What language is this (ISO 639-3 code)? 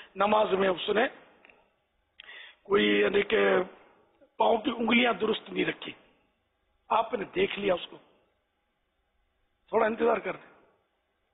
urd